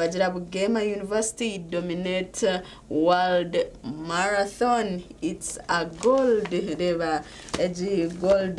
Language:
Nyankole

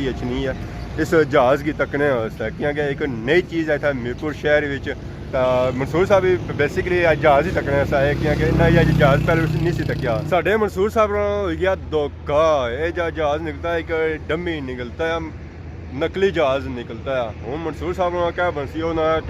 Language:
Pahari-Potwari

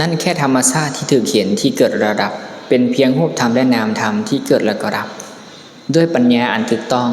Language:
Lao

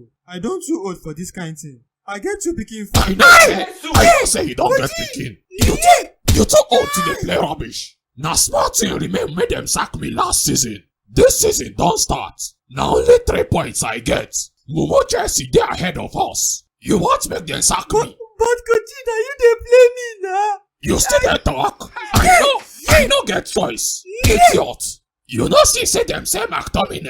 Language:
Nigerian Pidgin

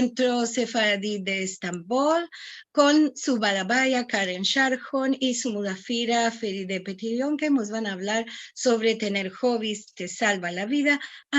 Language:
Ladino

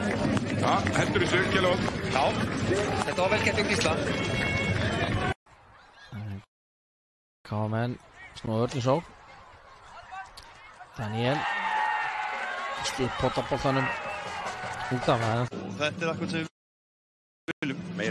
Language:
Icelandic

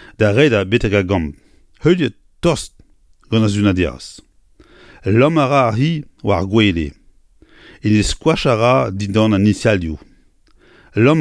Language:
Breton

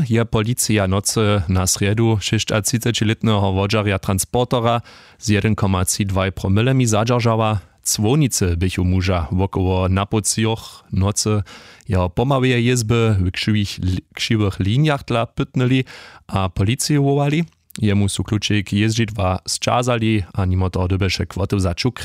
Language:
Upper Sorbian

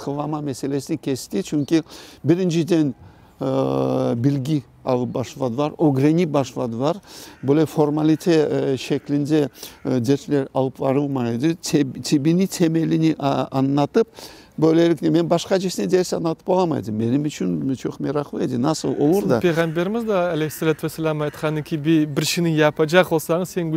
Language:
Crimean Tatar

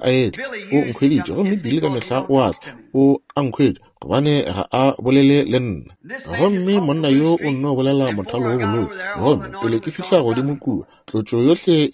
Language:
Northern Sotho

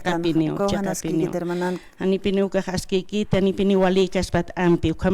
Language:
Aymara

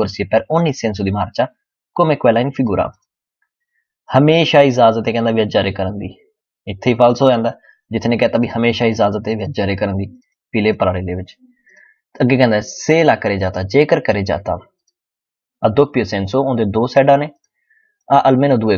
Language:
Punjabi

